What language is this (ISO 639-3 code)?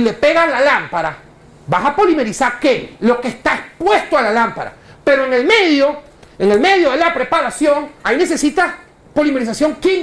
spa